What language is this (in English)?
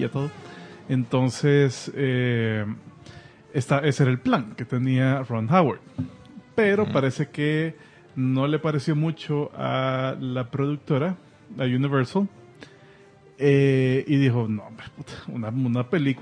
Spanish